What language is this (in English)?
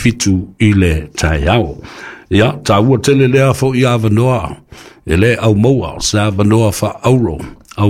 Samoan